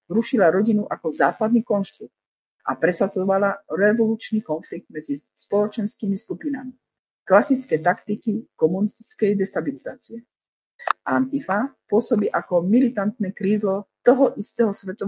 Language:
Slovak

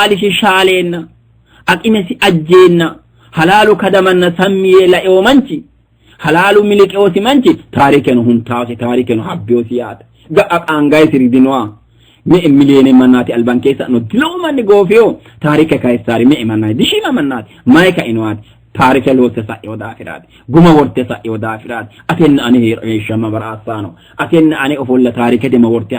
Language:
Sidamo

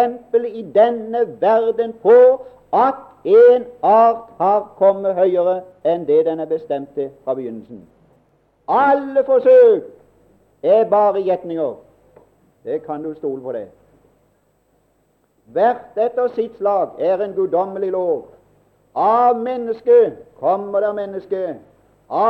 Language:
Norwegian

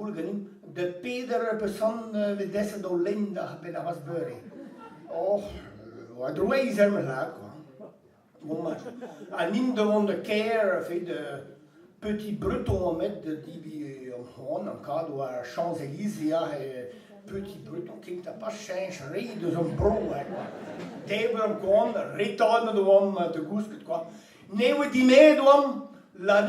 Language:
Breton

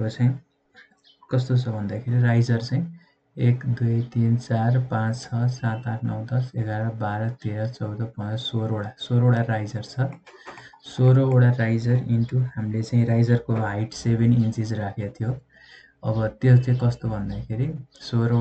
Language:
Nepali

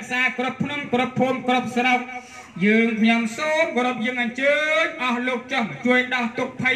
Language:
Khmer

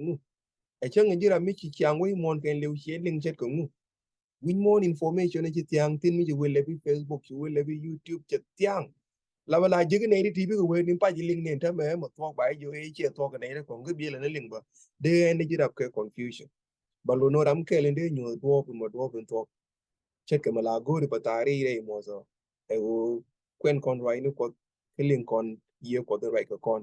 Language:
Nuer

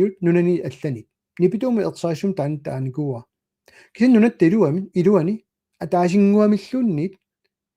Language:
Kalaallisut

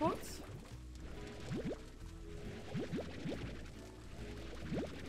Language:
German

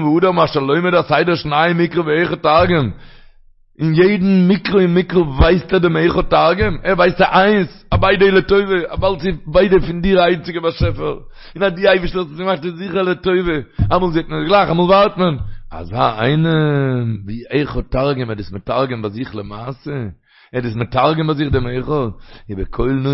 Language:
Yiddish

